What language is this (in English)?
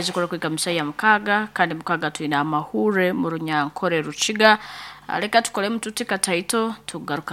Nyankole